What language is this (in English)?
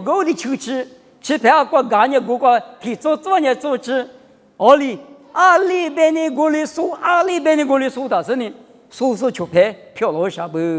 Lisu